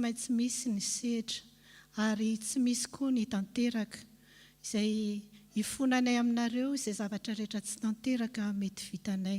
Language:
Malagasy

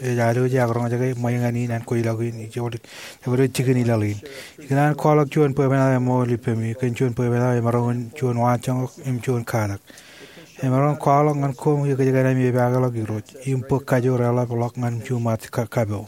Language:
Marshallese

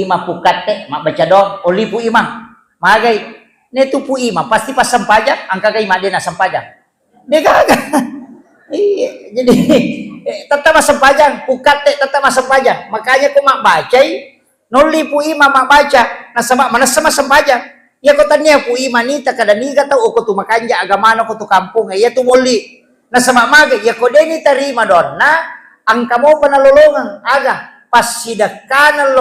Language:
Buginese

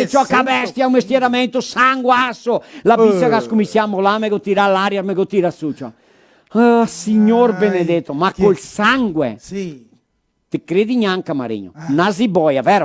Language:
Venetian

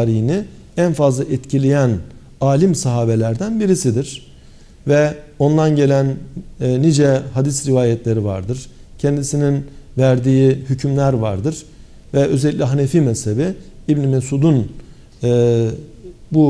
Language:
Turkish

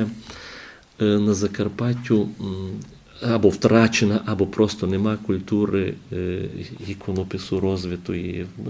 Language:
Ukrainian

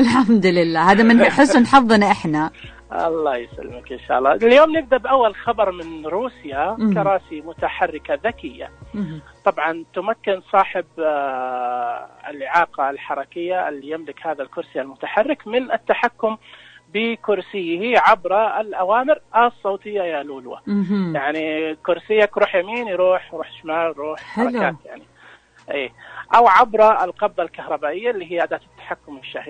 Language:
Najdi Arabic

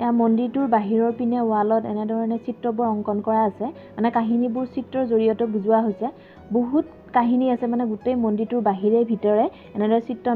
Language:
Assamese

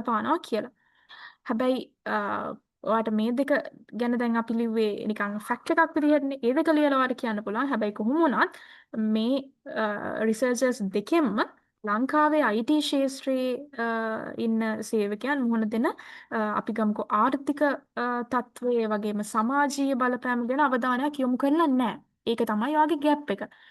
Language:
Sinhala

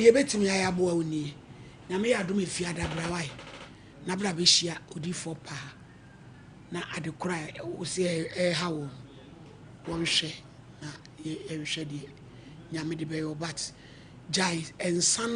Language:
Akan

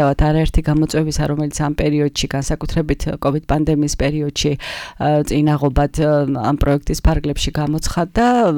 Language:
Georgian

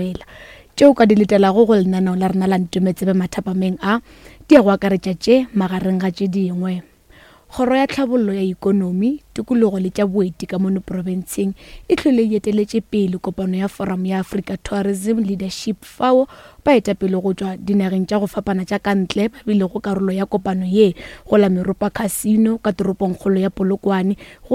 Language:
Northern Sotho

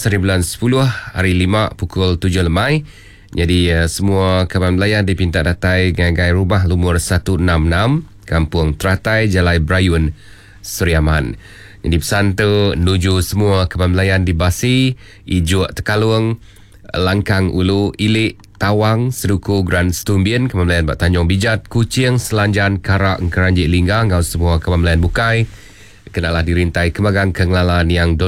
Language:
Iban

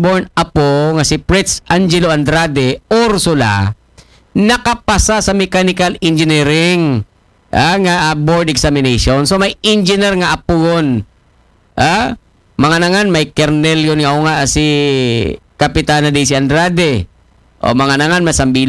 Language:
Aklanon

